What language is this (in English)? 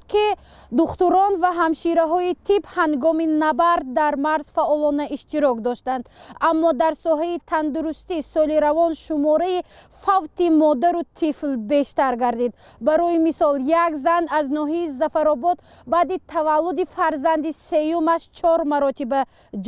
Tajik